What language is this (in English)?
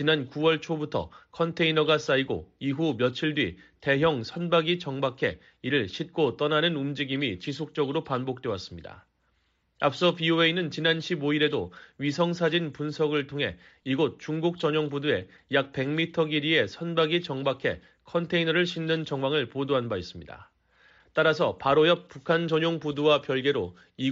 Korean